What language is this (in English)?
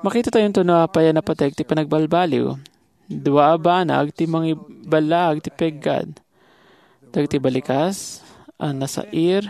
Iloko